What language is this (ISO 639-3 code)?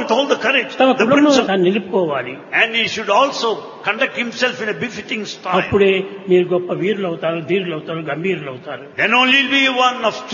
tel